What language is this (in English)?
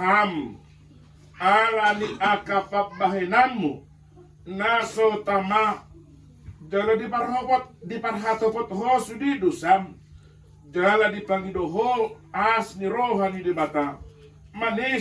Batak Toba